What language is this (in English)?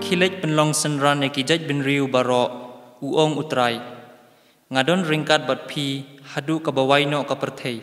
Khasi